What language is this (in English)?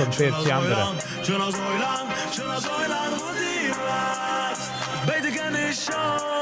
Yiddish